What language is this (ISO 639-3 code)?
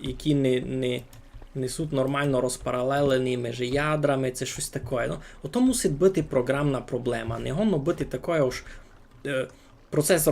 rue